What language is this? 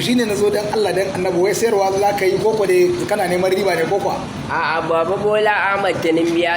Hausa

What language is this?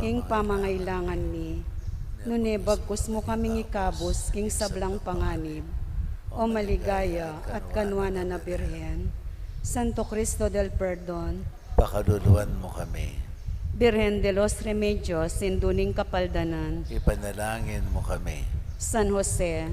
Pampanga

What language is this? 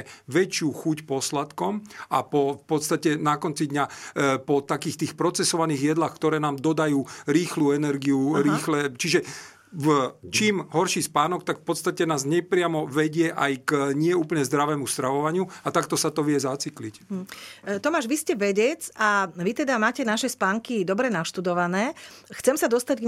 Slovak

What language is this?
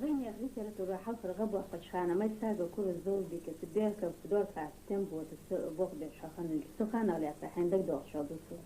Ingush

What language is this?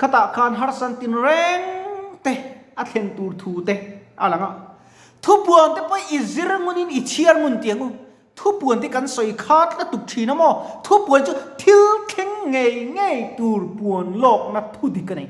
Mizo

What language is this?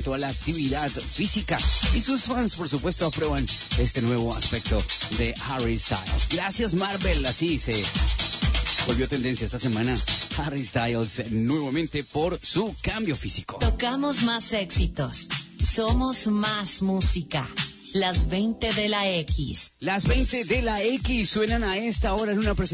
Spanish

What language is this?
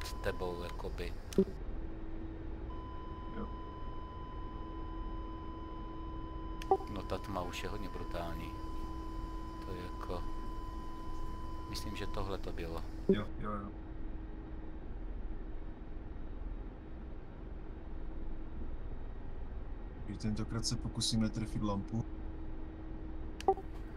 Czech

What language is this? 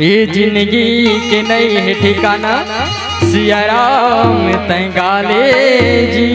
Chhattisgarhi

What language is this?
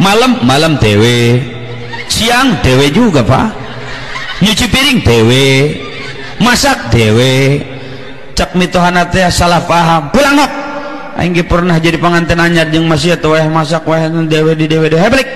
Sundanese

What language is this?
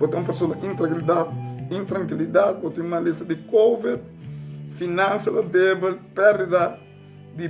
Papiamento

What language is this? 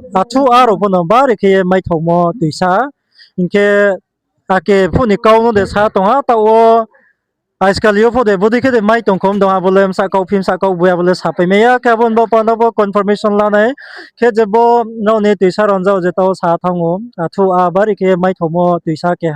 Riang (India)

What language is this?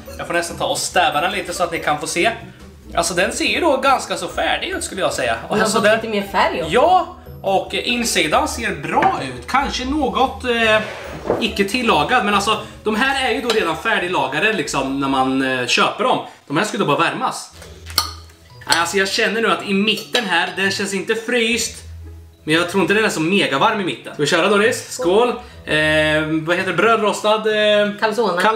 Swedish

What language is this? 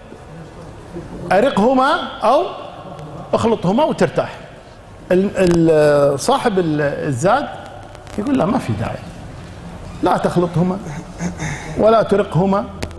Arabic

